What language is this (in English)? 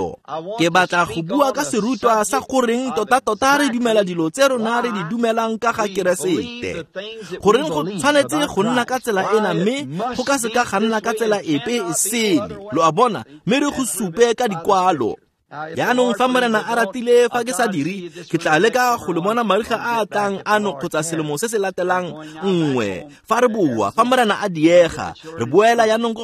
Tswana